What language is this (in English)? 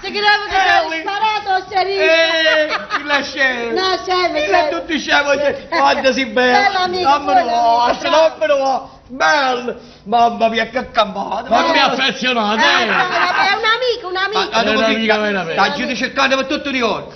Neapolitan